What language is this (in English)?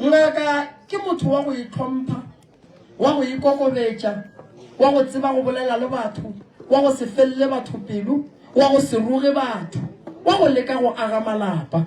Northern Sotho